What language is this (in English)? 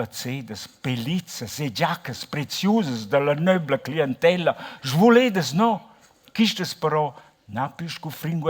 Romansh